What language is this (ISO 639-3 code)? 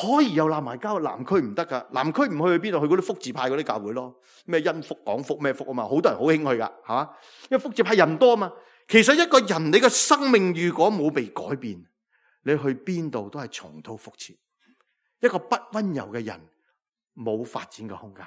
yue